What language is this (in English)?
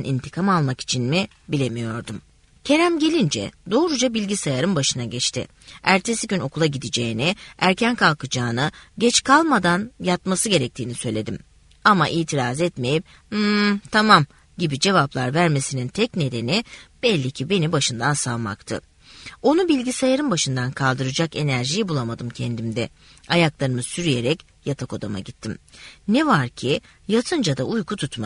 Turkish